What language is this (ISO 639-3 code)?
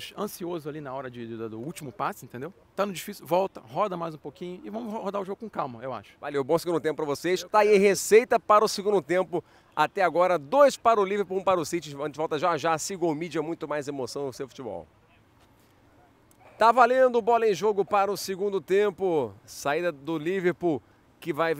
por